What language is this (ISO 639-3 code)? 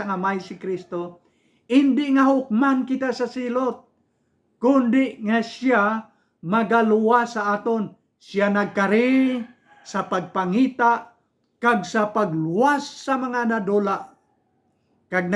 hil